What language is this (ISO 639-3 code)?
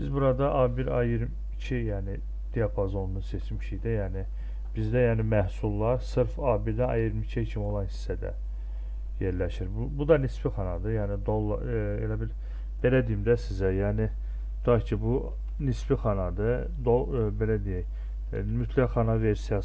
aze